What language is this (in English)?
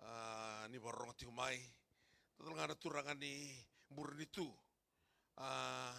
Fijian